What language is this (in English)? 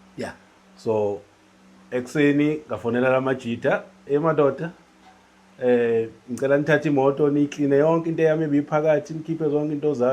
Zulu